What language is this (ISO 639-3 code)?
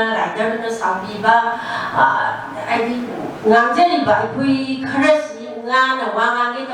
mni